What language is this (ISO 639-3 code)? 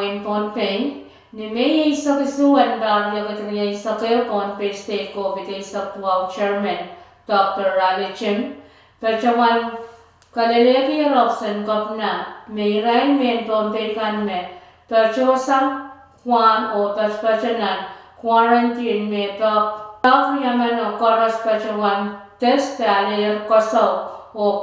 pon